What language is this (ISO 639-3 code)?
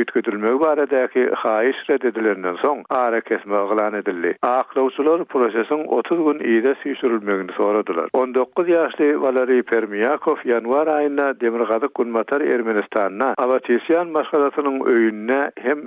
tuk